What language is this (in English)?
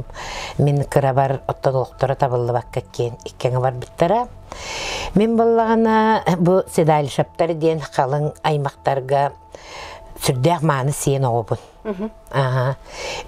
Yakut